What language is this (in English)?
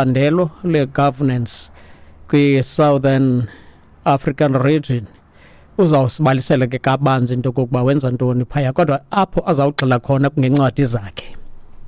Xhosa